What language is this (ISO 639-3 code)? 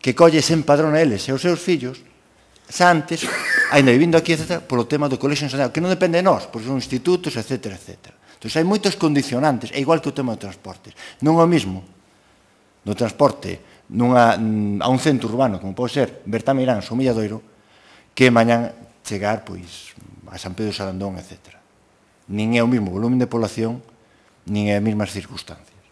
glg